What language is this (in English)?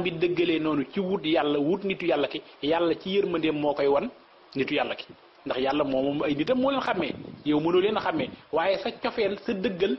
Wolof